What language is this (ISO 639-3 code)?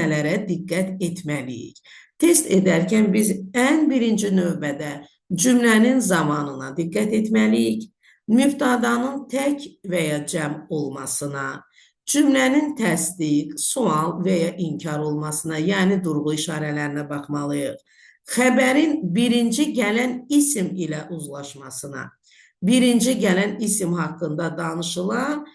aze